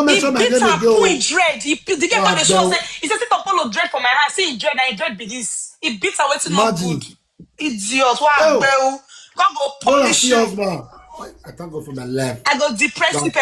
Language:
Nigerian Pidgin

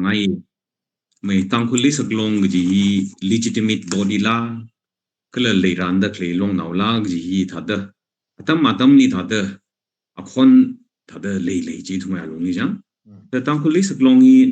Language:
Tangkhul Naga (India)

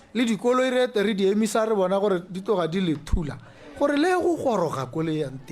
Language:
Tswana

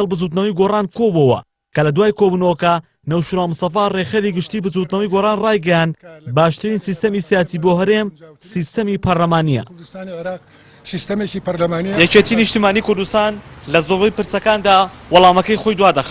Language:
Central Kurdish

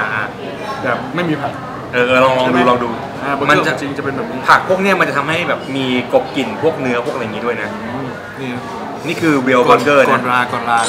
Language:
Thai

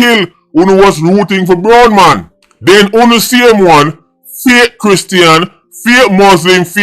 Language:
Jamaican Creole English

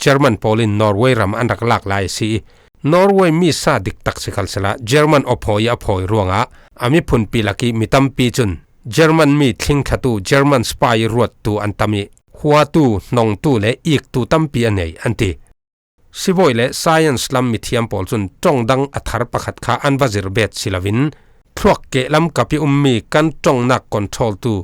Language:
Falam Chin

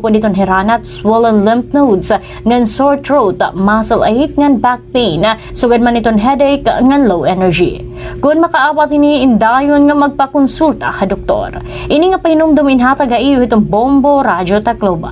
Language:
Waray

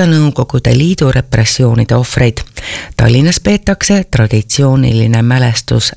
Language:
Estonian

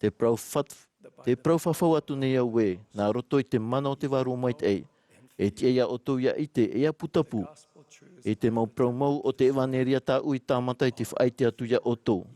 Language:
Tahitian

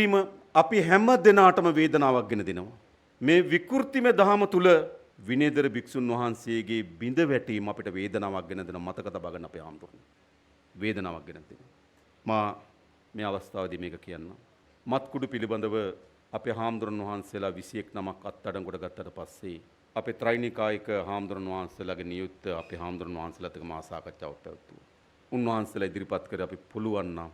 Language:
Sinhala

